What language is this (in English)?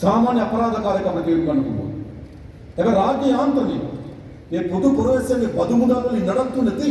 Sinhala